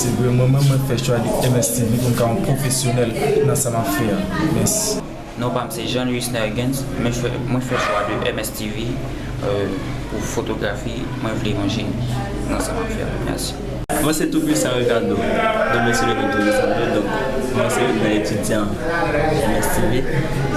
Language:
Haitian Creole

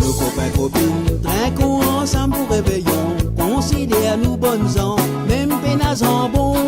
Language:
Morisyen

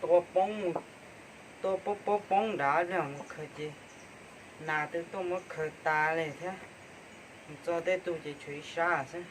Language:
Hmong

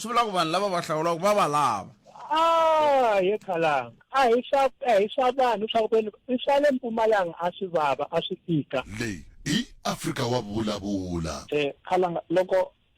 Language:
Tsonga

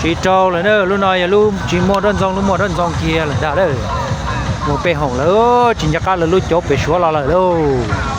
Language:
Hmong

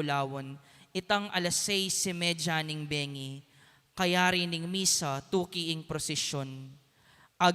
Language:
Pampanga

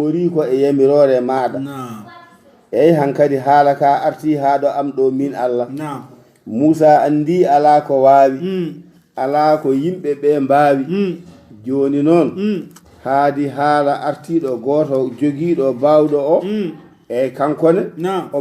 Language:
Fula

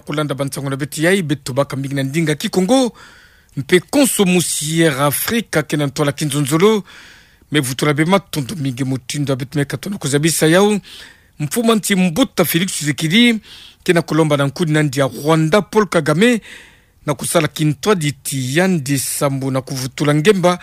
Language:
Kituba (Democratic Republic of Congo)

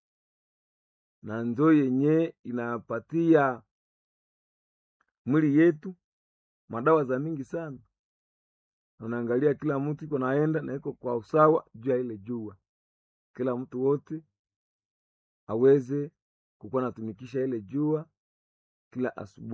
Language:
Swahili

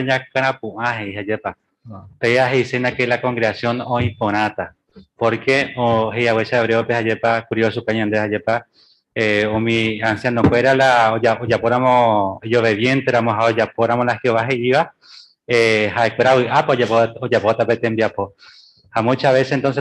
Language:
Guarani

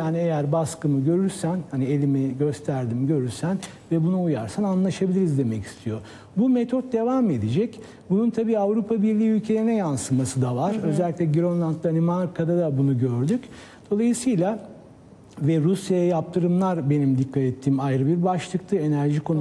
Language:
Turkish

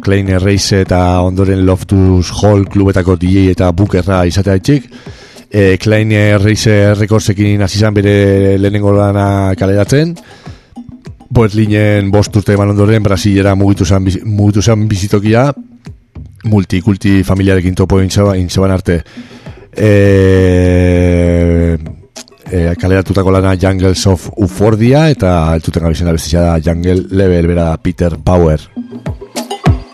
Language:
Basque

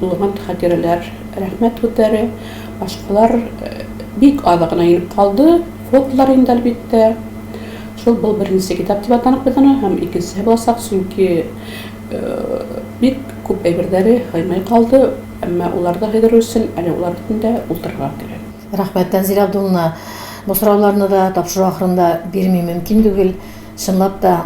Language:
Tatar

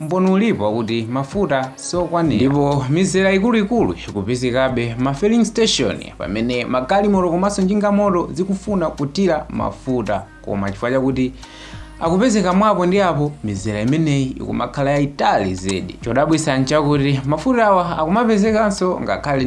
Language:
Nyanja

